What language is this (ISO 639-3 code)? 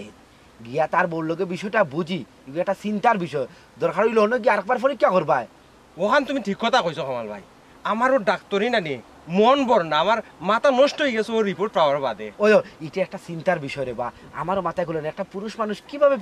syl